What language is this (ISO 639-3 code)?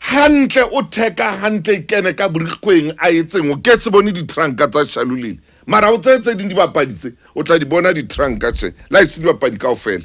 sot